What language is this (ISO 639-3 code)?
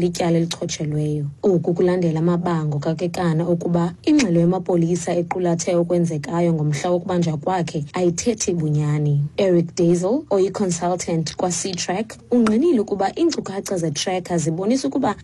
xho